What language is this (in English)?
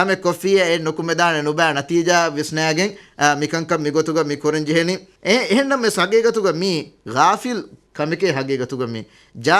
Divehi